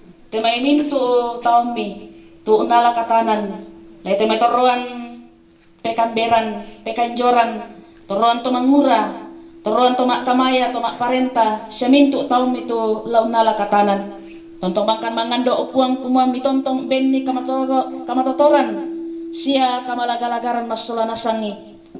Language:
Toraja-Sa'dan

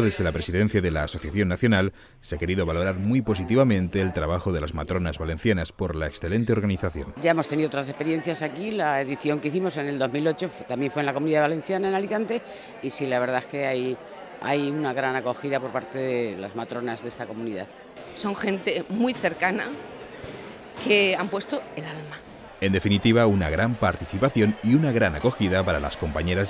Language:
Spanish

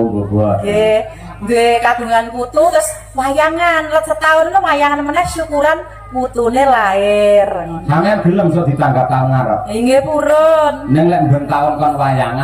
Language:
Javanese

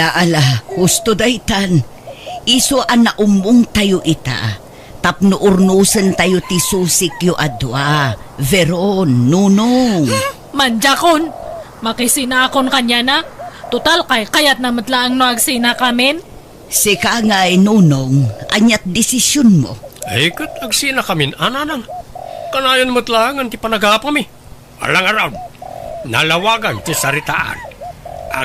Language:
Iloko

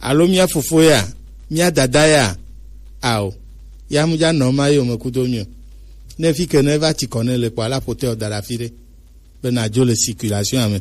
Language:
Gen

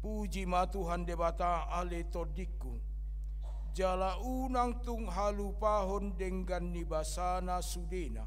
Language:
Batak Toba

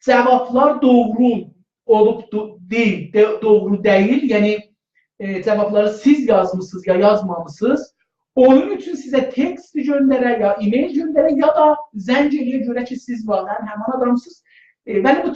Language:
South Azerbaijani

